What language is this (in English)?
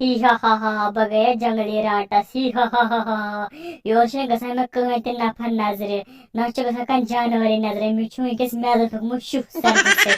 Kashmiri